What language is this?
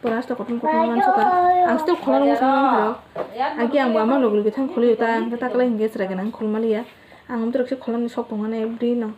Kok Borok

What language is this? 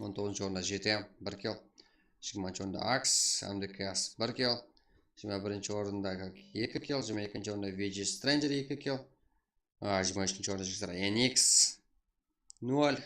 Kara-Kalpak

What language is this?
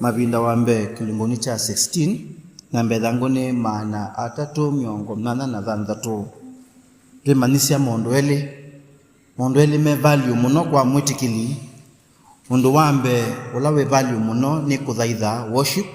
Kamba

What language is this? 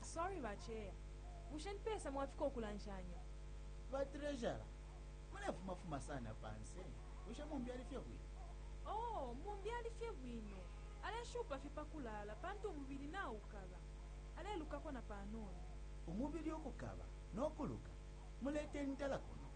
Bemba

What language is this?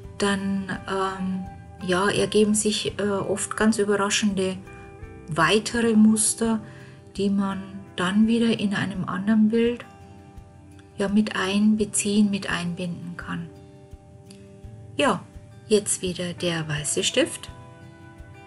German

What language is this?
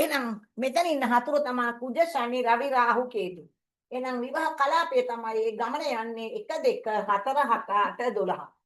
Sinhala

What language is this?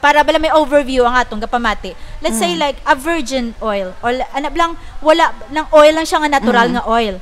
Hiligaynon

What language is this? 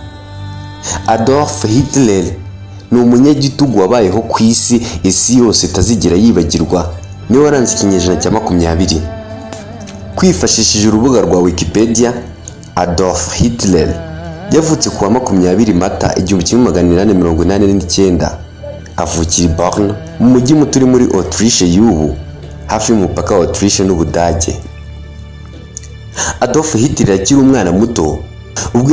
Kinyarwanda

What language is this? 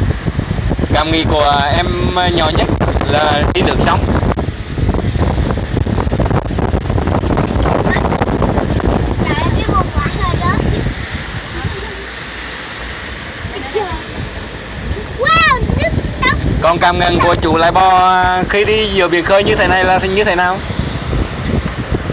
Vietnamese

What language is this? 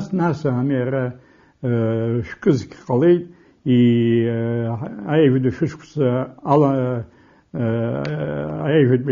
Abkhazian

